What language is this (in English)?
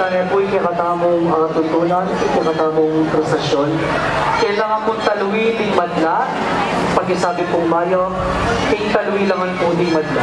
Pampanga